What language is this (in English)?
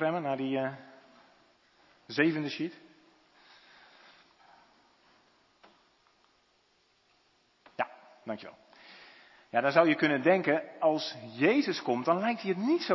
Dutch